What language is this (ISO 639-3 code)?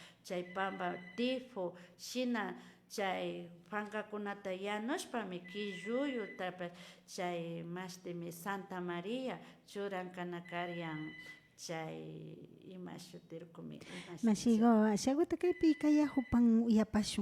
qvi